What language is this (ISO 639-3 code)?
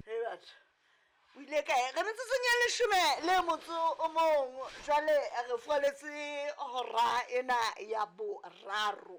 sot